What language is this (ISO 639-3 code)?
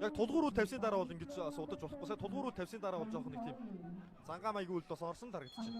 mon